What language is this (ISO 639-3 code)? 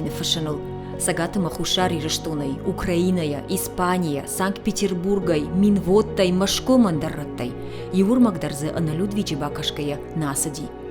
oss